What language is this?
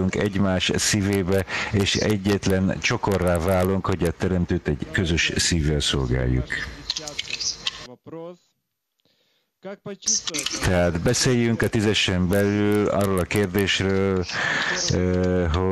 Hungarian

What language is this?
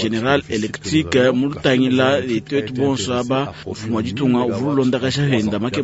Luba-Lulua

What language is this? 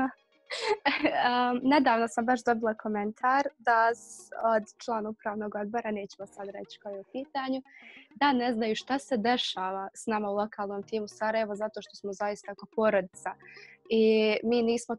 Bosnian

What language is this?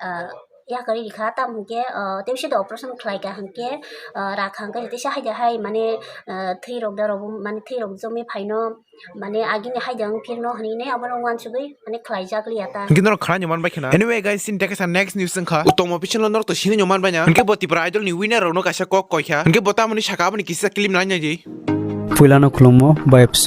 Kok Borok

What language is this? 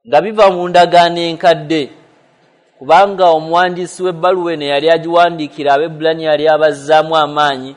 Ganda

